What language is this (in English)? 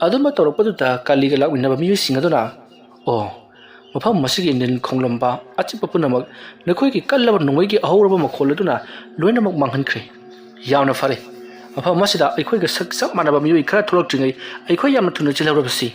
Manipuri